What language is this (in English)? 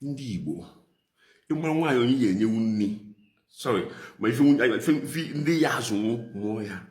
Igbo